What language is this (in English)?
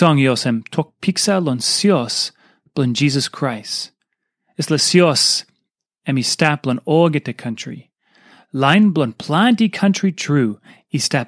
Tok Pisin